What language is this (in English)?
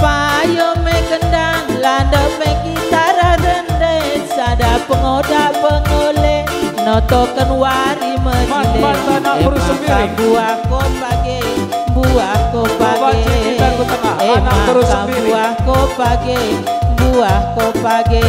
Batak Karo